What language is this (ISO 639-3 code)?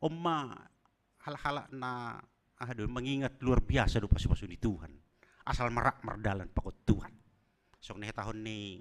bts